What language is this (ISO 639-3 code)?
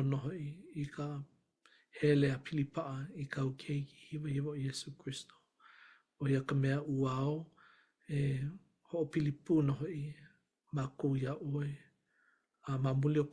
haw